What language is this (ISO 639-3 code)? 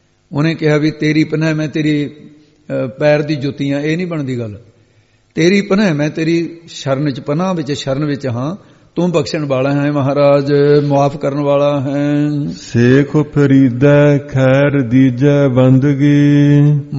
pan